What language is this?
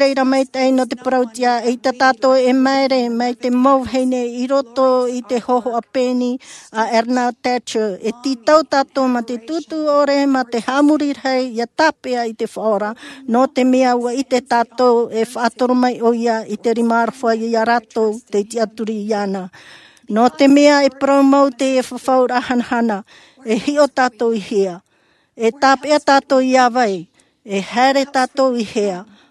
Tahitian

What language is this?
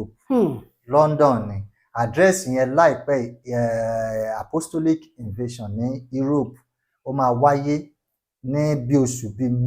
Yoruba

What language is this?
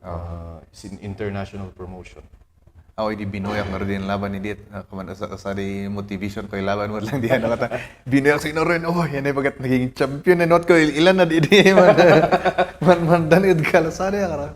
Kankanaey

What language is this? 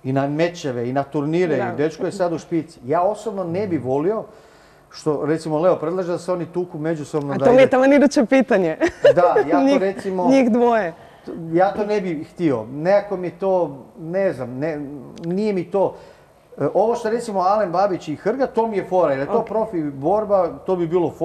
Croatian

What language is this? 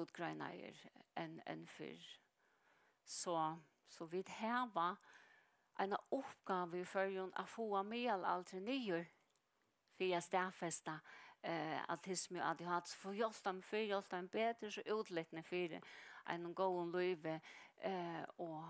Faroese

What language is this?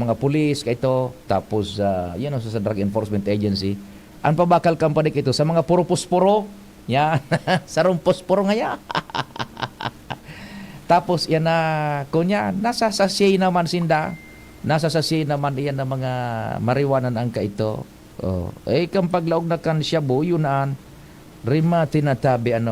Bikol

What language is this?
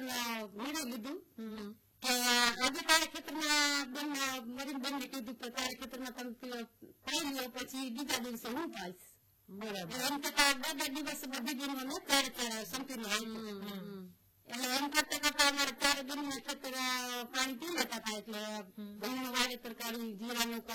Gujarati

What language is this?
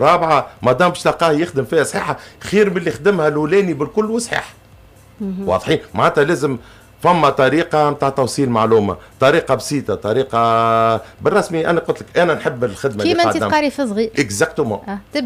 Tunisian Arabic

